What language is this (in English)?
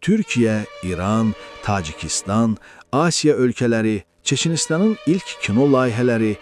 Azerbaijani